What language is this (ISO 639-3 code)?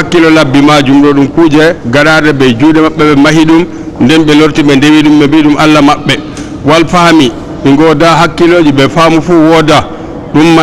ful